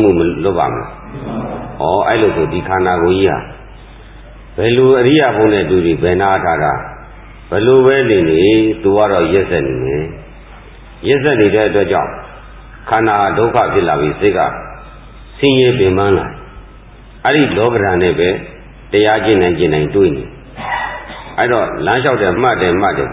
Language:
Burmese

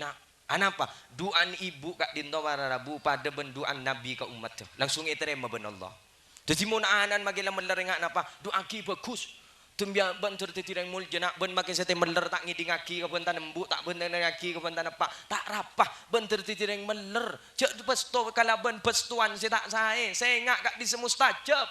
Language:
Madurese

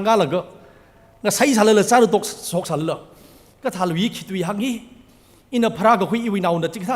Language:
Tangkhul Naga (India)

